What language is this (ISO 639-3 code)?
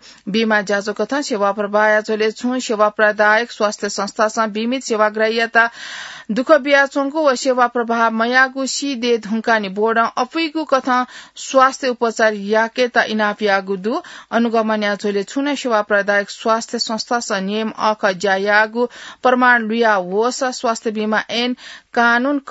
new